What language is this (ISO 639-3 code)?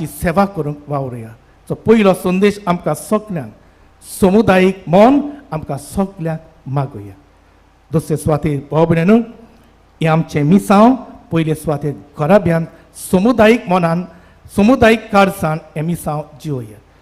kok